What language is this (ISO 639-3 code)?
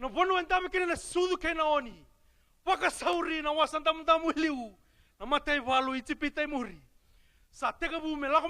fij